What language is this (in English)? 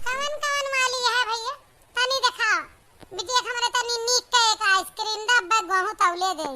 Awadhi